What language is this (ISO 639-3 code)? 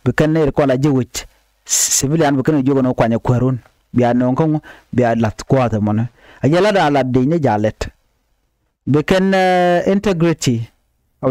nus